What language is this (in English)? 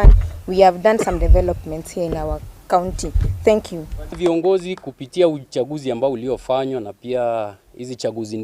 Gusii